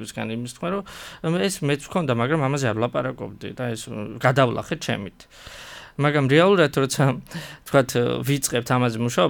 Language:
Georgian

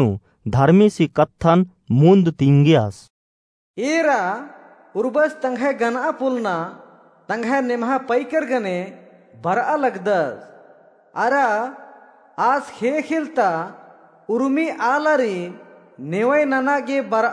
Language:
Kurukh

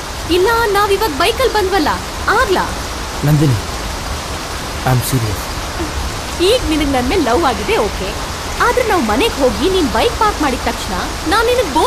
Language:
Kannada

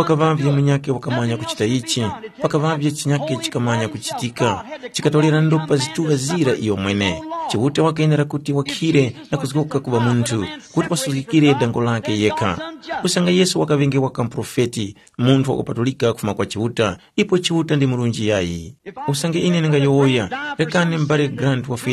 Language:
Tumbuka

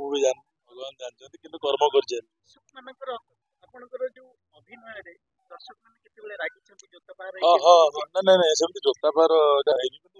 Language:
Odia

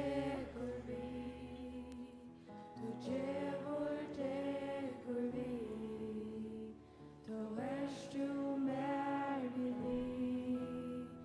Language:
Faroese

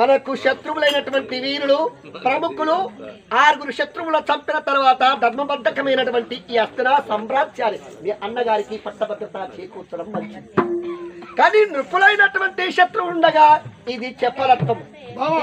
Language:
Telugu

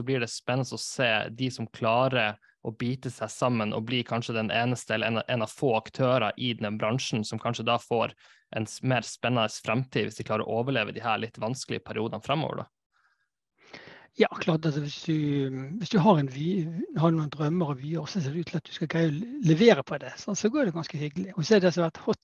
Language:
Norwegian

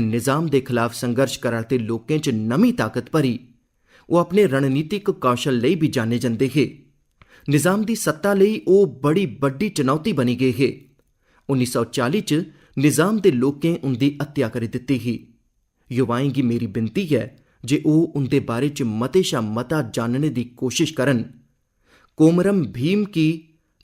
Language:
Dogri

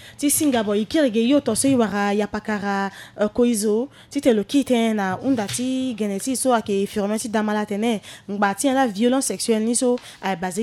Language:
Sango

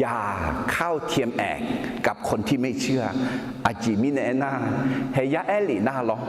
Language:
Akha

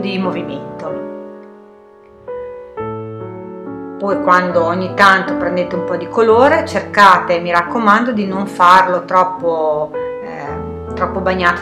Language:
Italian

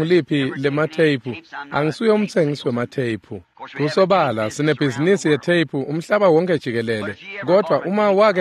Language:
Swati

